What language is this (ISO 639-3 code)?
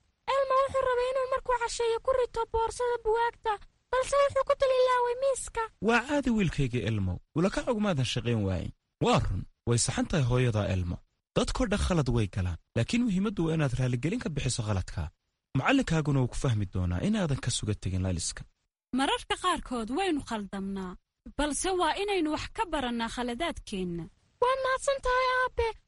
som